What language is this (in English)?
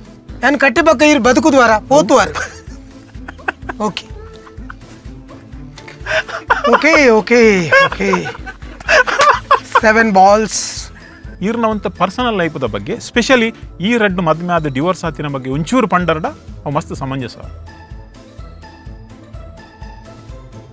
Tulu